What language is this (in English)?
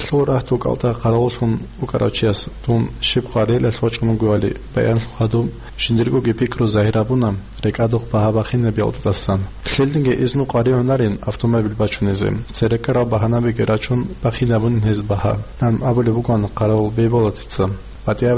Avaric